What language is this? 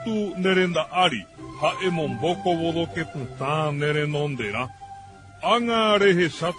Guarani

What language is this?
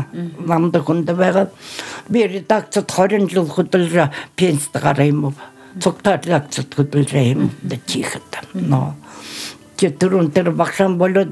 Buriat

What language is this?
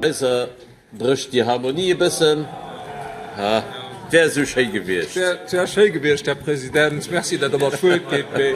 Luxembourgish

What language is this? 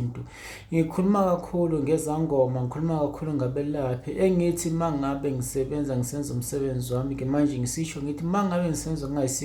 Zulu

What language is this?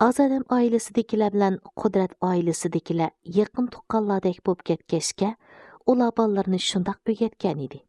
Uyghur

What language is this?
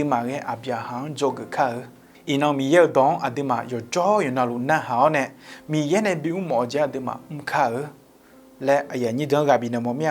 Akha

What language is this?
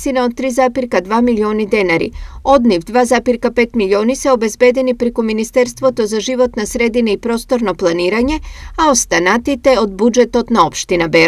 Macedonian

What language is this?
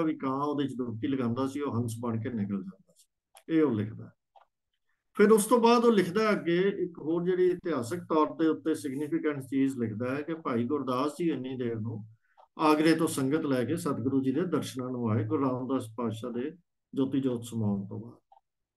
Punjabi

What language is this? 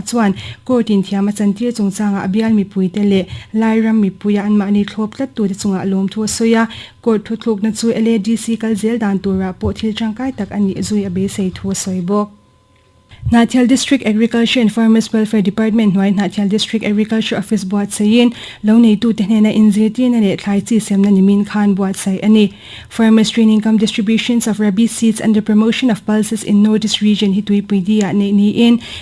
Mizo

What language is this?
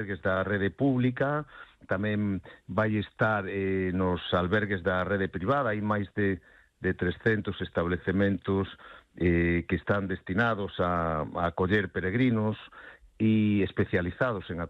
Galician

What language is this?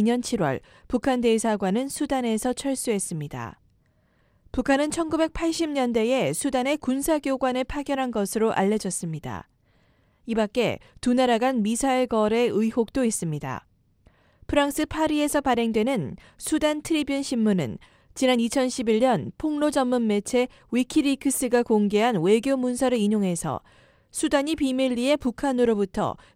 Korean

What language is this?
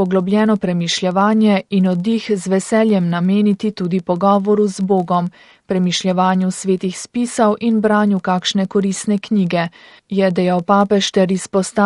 Slovenian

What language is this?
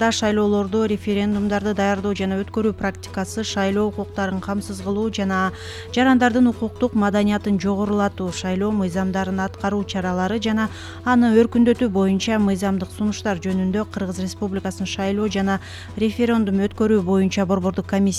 Kyrgyz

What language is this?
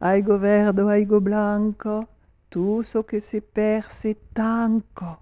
Occitan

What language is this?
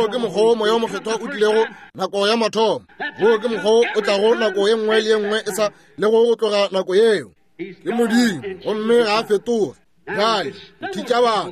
Northern Sotho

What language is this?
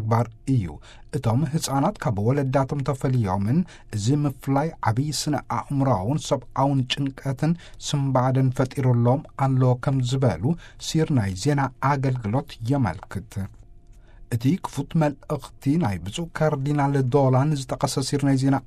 Tigrinya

